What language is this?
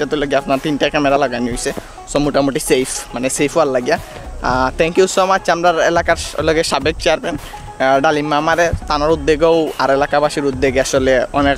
Sylheti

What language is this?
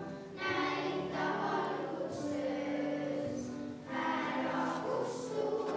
Estonian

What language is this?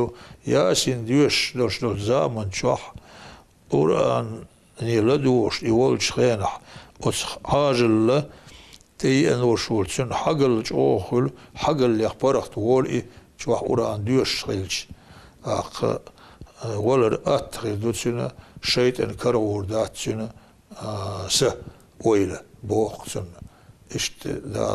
Chechen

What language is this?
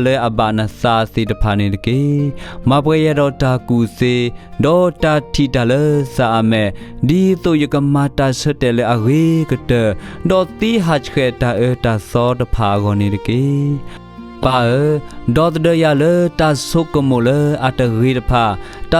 S'gaw Karen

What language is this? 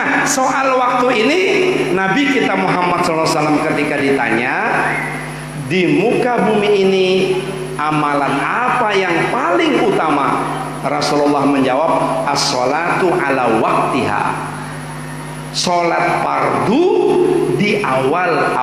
Indonesian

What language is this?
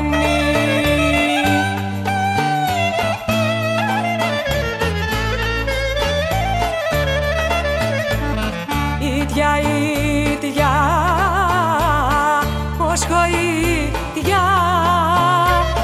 Greek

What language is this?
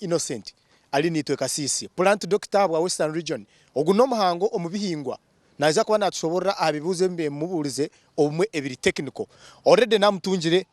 Nyankole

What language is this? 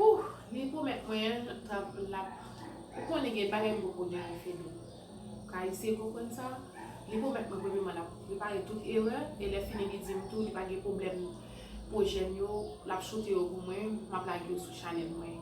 Haitian Creole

